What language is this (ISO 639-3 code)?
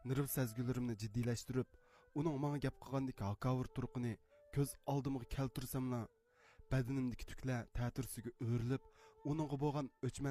uig